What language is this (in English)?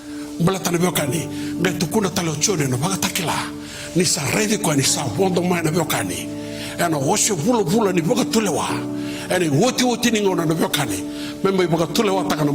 Fijian